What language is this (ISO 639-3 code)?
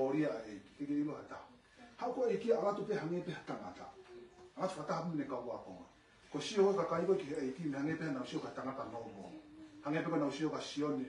ton